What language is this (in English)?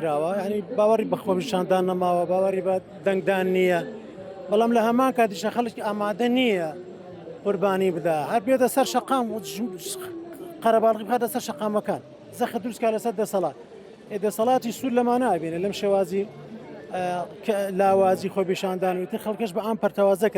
Central Kurdish